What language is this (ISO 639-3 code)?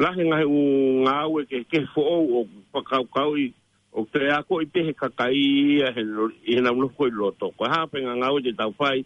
ton